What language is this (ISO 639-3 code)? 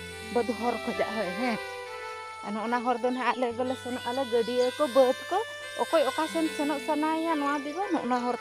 sat